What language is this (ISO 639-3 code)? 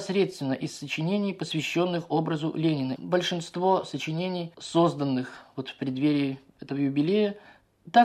rus